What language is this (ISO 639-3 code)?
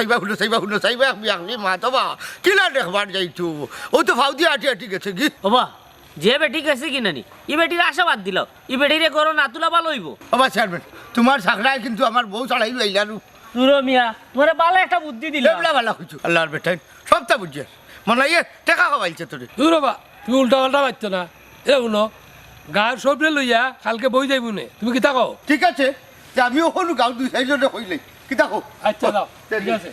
syl